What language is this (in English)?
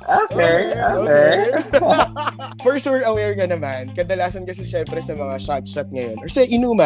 Filipino